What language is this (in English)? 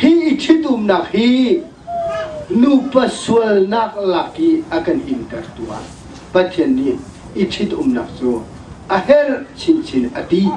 Hakha Chin